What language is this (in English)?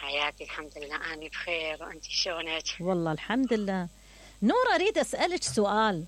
Mesopotamian Arabic